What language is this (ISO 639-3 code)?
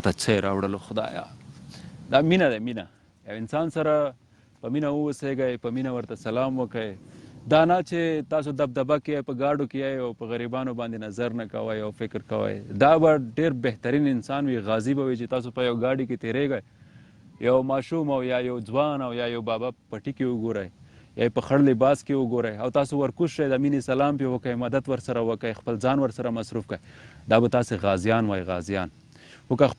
pus